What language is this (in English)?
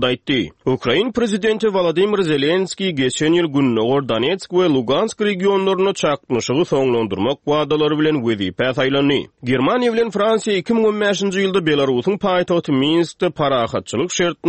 Turkmen